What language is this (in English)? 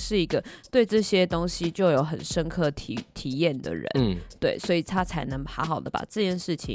Chinese